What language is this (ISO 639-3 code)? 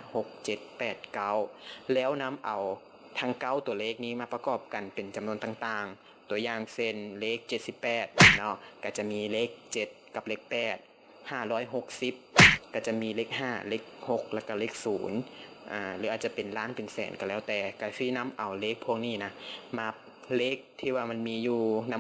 lao